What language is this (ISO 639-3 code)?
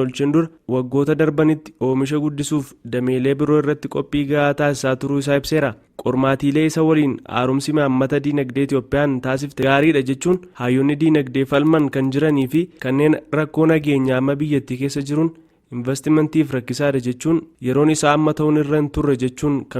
orm